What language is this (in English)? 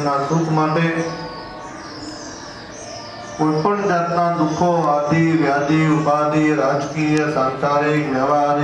Gujarati